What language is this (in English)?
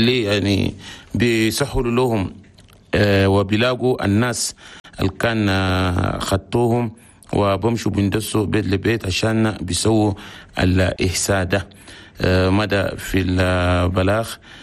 Chadian Arabic